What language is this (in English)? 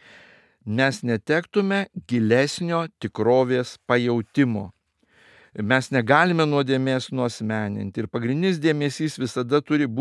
Lithuanian